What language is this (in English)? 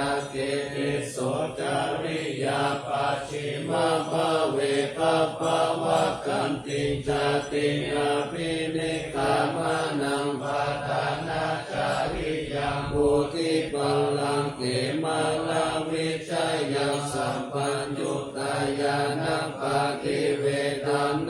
Pali